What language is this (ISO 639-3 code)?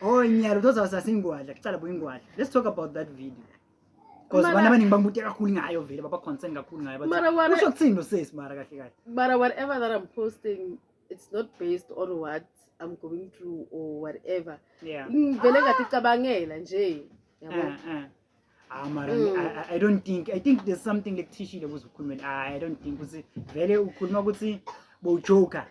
zul